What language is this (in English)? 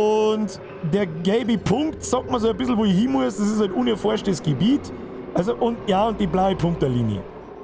Bavarian